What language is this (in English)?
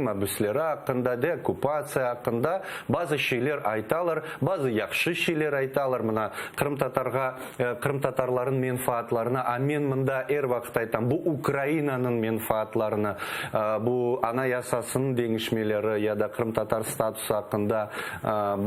Crimean Tatar